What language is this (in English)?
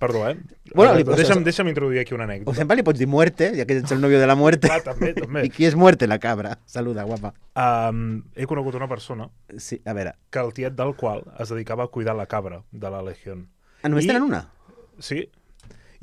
Catalan